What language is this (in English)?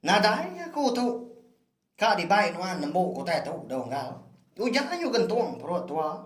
Iban